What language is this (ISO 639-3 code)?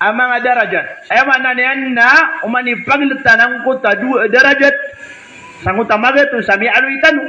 mrw